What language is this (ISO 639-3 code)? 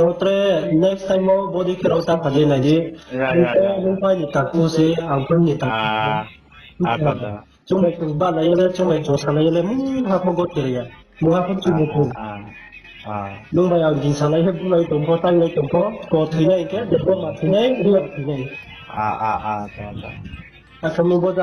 ria